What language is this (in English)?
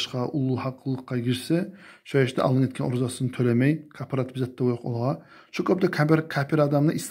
Kumyk